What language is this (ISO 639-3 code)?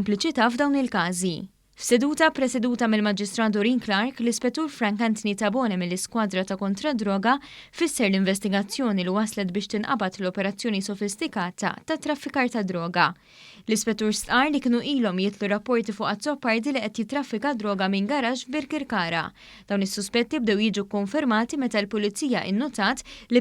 mlt